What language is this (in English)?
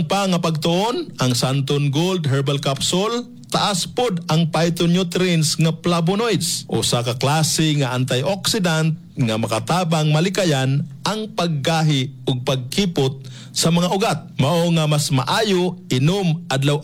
Cebuano